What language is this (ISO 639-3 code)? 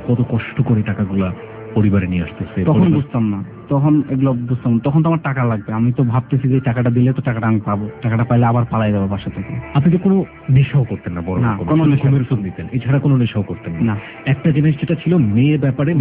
ben